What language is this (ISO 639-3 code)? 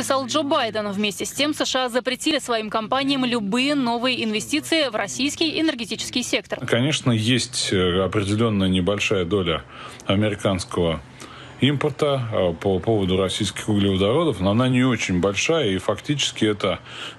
rus